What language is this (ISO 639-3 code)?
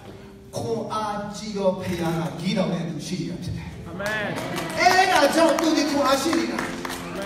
mya